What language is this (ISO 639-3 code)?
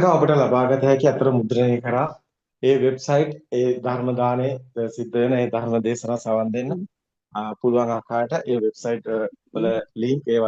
sin